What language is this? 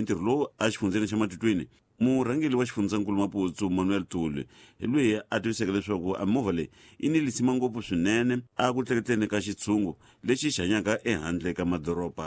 Tsonga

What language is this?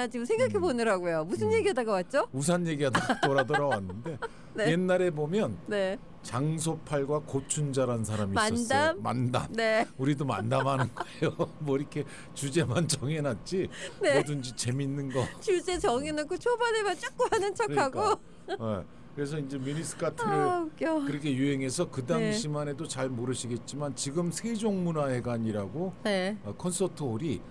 Korean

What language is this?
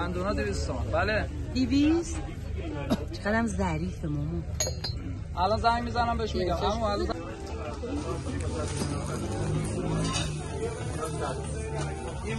Persian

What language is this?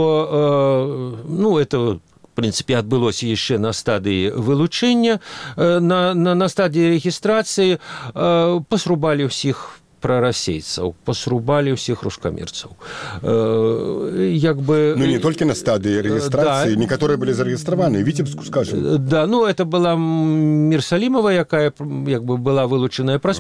Belarusian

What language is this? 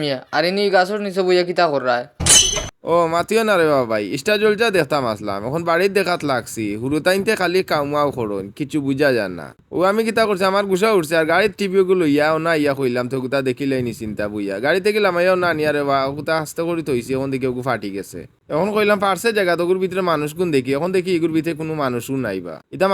Sylheti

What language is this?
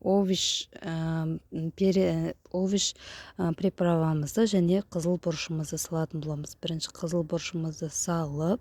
Kazakh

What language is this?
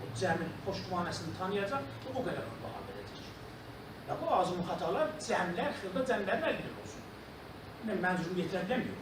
South Azerbaijani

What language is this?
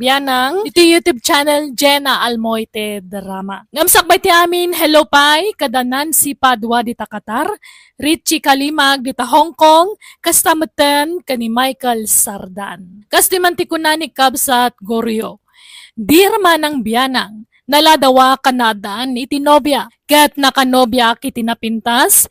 Iloko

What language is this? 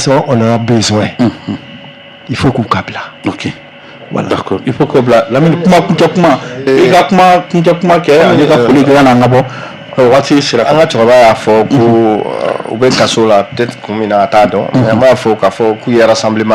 Bambara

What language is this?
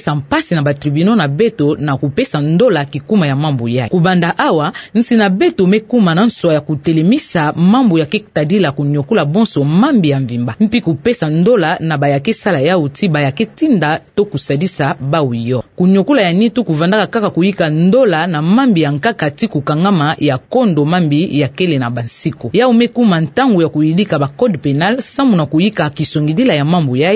Kituba (Democratic Republic of Congo)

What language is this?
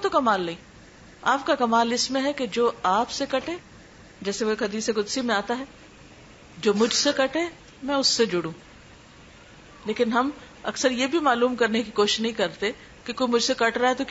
Urdu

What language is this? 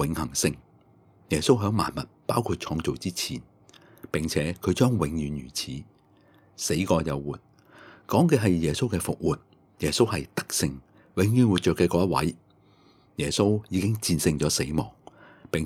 Cantonese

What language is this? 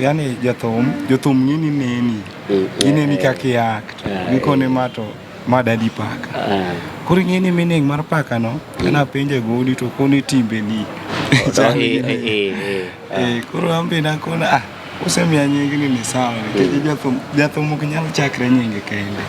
Luo (Kenya and Tanzania)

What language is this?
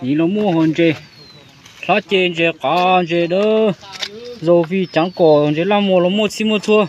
Hmong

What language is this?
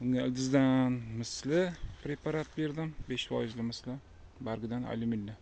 Uzbek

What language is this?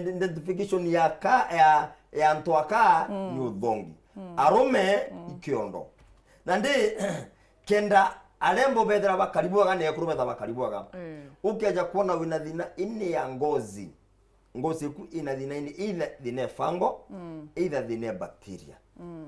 Meru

